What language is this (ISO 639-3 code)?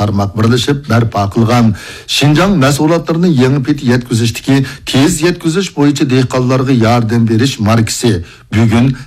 uig